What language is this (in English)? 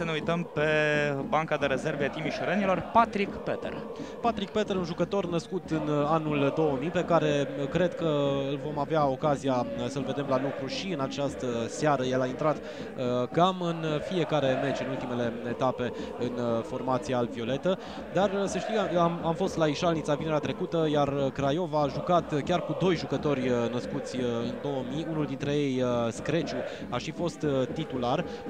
Romanian